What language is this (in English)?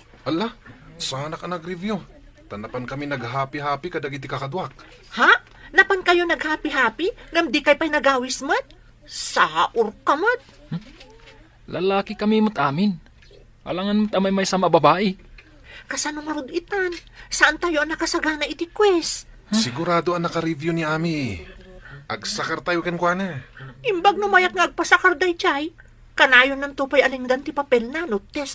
Iloko